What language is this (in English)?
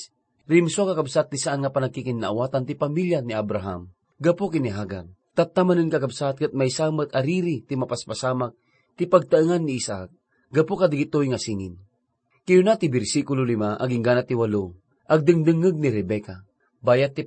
Iloko